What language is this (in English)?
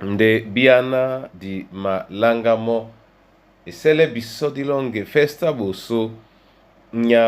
Duala